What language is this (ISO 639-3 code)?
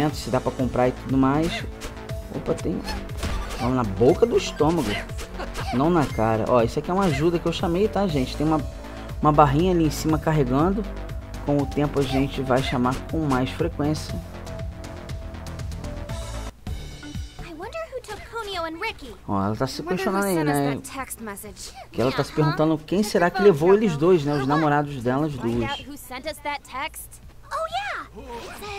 por